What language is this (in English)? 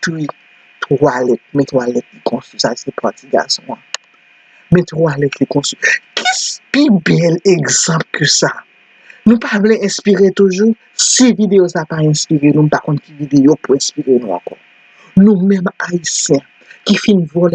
Haitian Creole